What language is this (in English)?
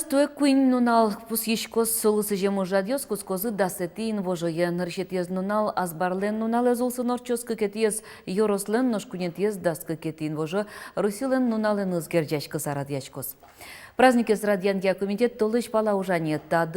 Udmurt